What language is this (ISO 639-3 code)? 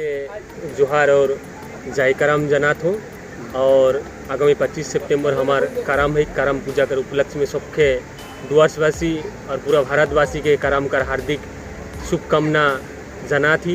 sck